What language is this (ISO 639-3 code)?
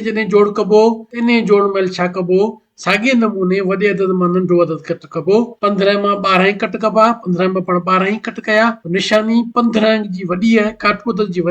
snd